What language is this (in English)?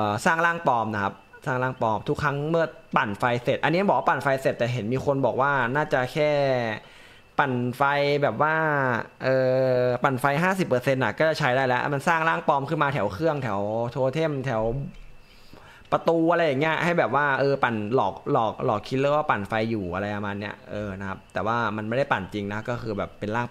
Thai